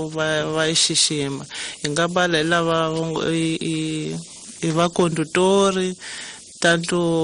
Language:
Tsonga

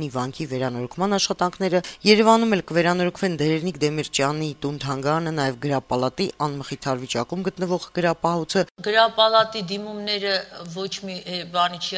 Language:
Armenian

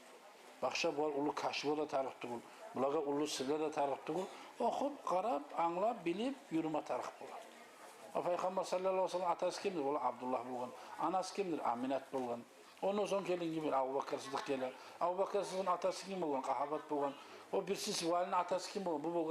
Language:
Kumyk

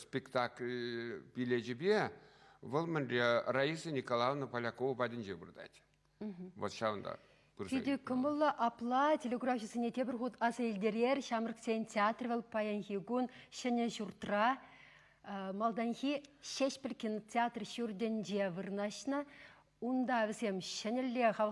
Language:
Chuvash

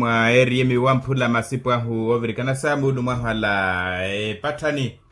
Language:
Makhuwa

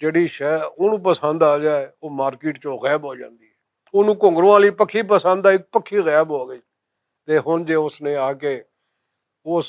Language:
Western Panjabi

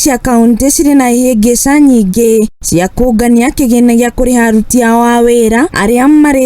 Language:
Kikuyu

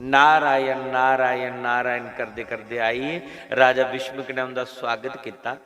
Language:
Dogri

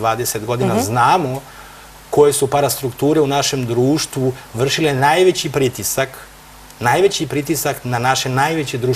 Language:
Serbian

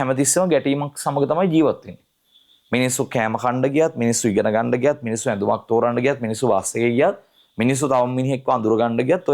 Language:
Sinhala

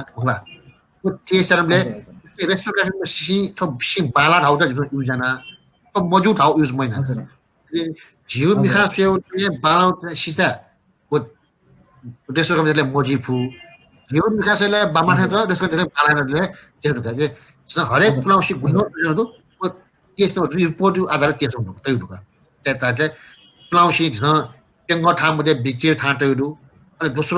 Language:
Newari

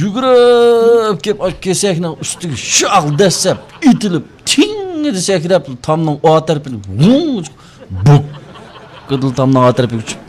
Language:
Uyghur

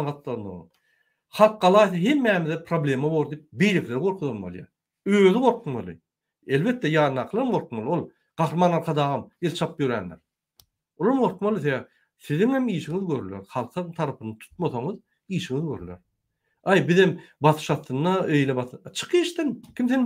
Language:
Turkmen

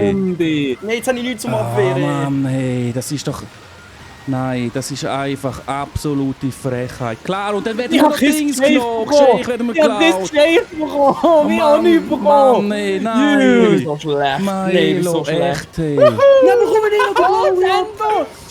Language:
Swiss German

